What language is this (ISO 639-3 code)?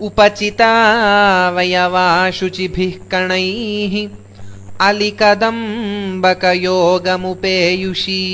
san